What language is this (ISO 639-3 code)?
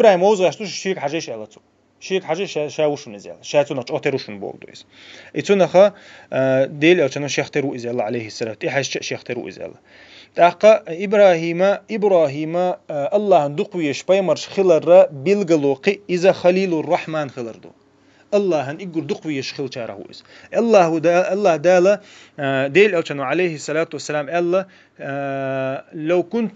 che